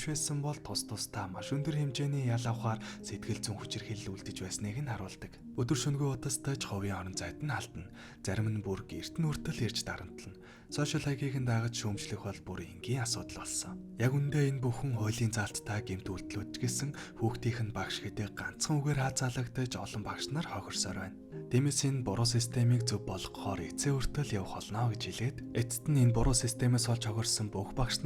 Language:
Mongolian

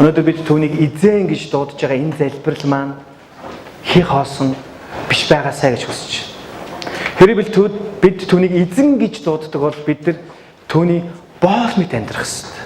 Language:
Mongolian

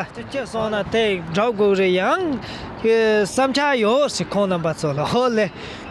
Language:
Tibetan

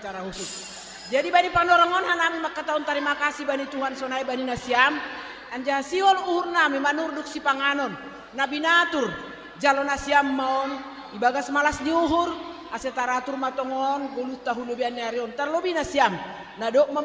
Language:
Batak Simalungun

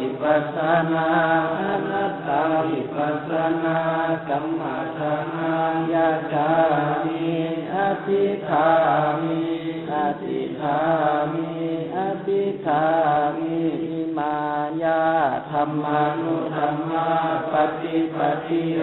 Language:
Pali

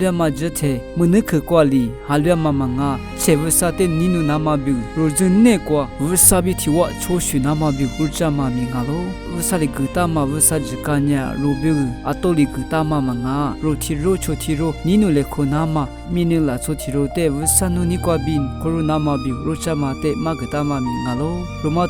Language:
Lisu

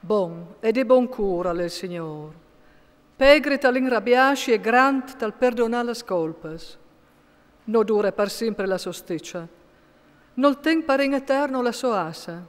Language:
Friulian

